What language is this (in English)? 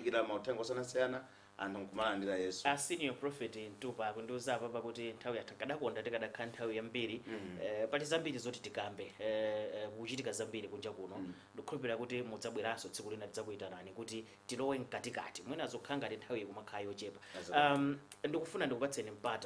Nyanja